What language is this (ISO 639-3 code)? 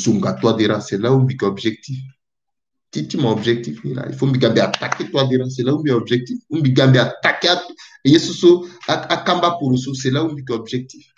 sag